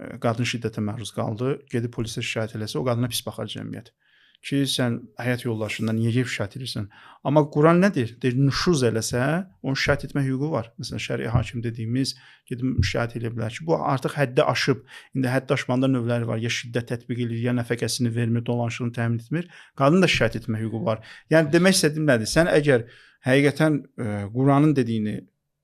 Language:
Azerbaijani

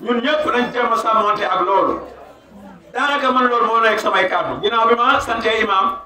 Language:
Wolof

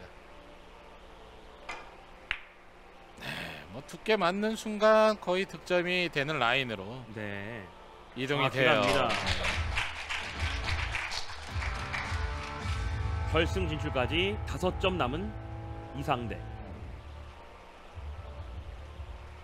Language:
Korean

